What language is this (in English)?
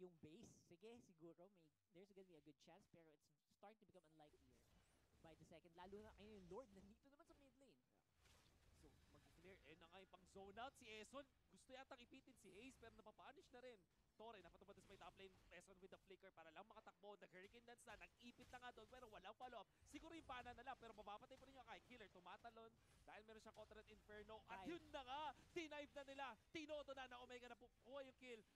Filipino